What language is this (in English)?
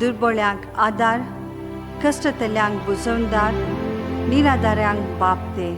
Konkani